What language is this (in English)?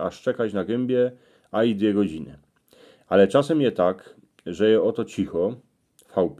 Silesian